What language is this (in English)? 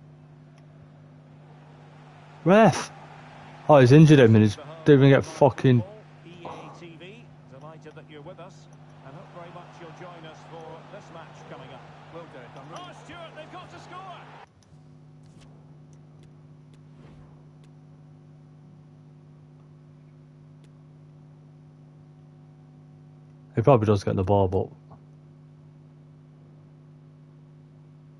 English